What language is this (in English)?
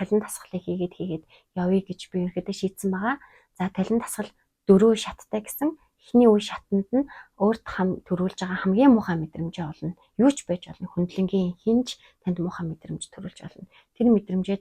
Mongolian